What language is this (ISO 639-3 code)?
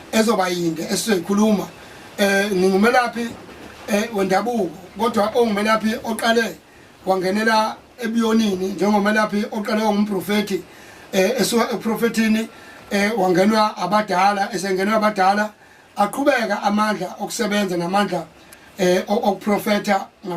zul